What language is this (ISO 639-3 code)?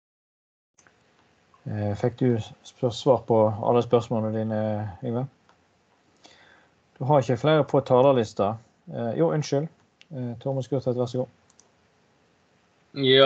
nor